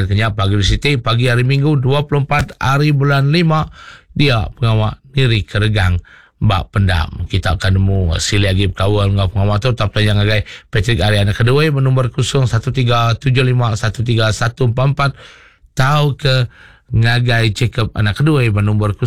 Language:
Iban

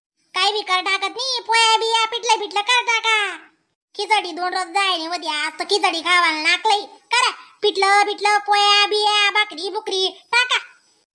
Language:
Khandesi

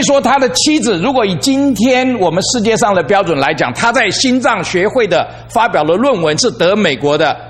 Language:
Chinese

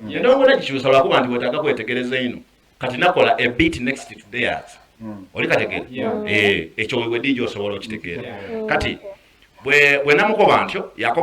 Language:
Soga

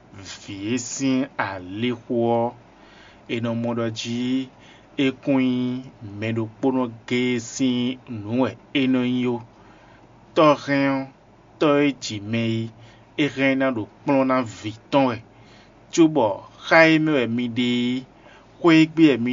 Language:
Fon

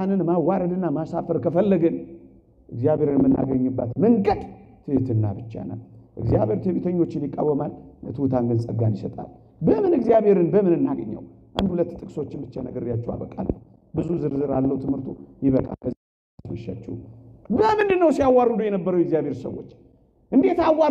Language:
Amharic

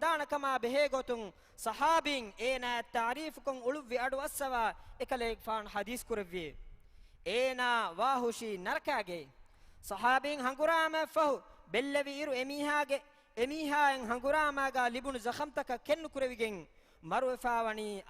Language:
Divehi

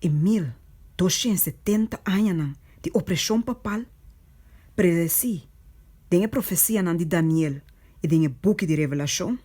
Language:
Papiamento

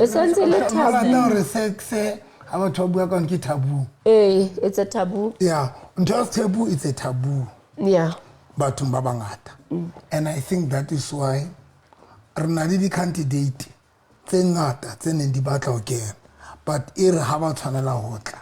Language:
Southern Sotho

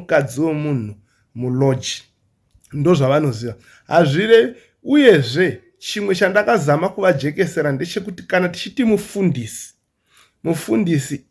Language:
Shona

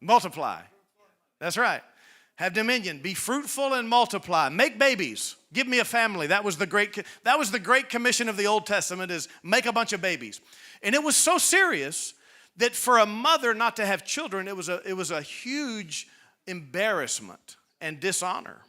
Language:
English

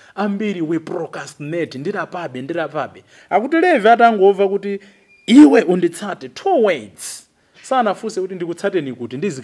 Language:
Nyanja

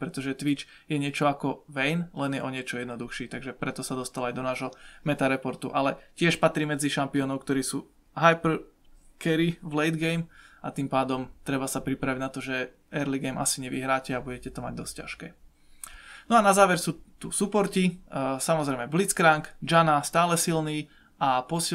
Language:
Slovak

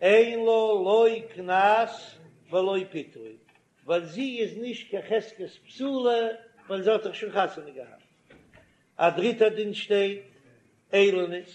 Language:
Yiddish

